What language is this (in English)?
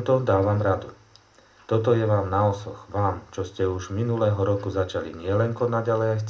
Slovak